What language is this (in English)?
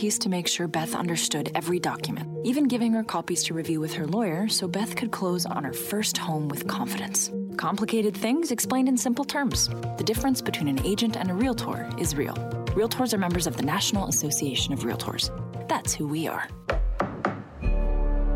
English